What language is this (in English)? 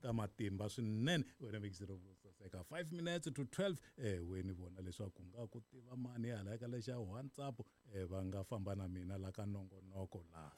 Tsonga